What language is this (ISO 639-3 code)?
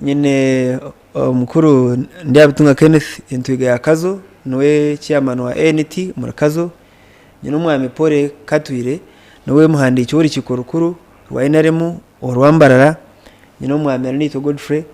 nyn